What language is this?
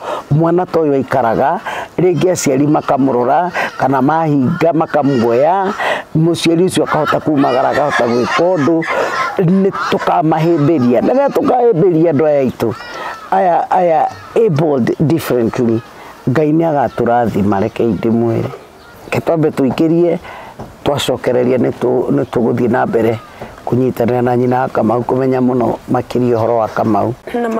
Kikuyu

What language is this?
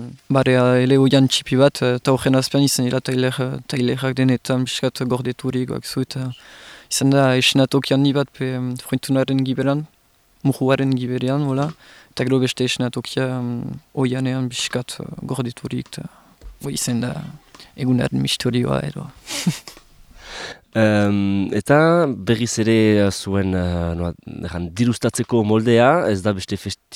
Basque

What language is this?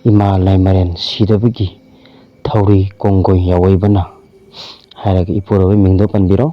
Manipuri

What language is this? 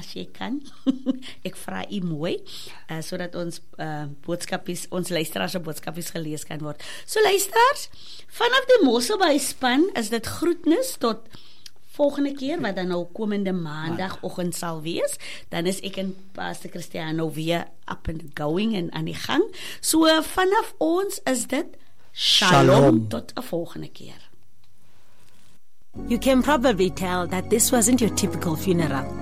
Afrikaans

